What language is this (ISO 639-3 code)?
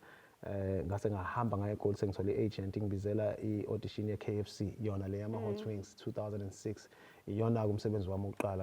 zul